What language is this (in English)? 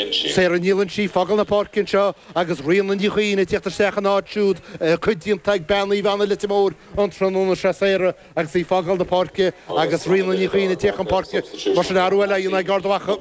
Irish